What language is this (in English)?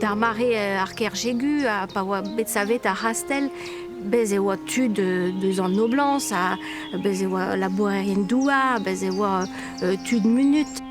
Breton